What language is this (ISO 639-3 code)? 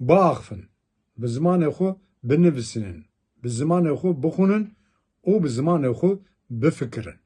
kur